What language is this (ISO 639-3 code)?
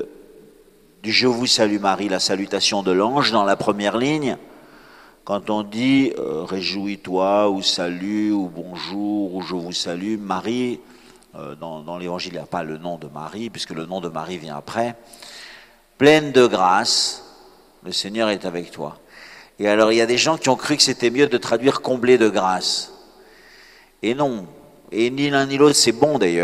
fra